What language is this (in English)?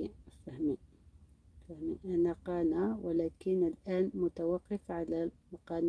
Algerian Arabic